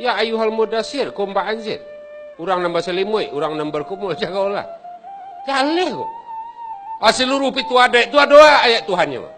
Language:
Minangkabau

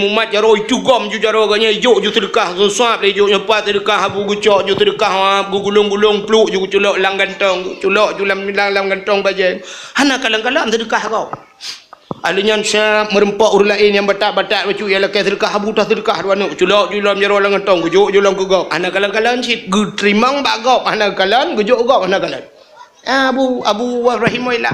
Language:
Achinese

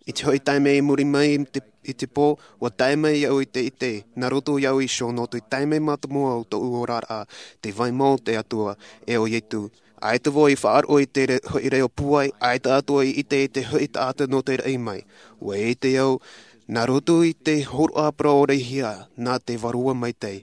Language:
Tahitian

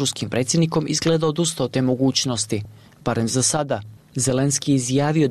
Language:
Bosnian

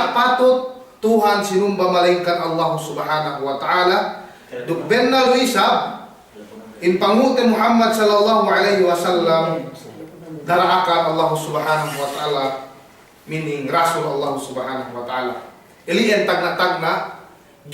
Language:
Yakan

